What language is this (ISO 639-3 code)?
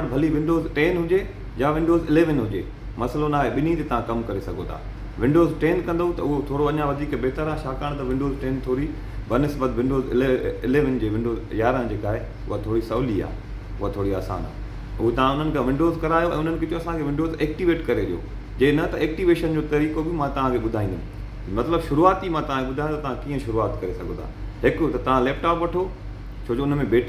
snd